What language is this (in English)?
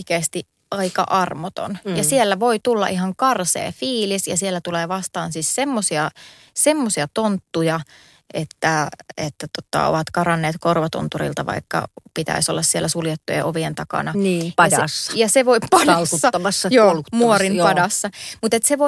Finnish